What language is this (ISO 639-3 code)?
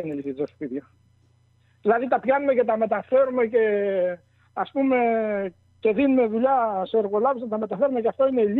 ell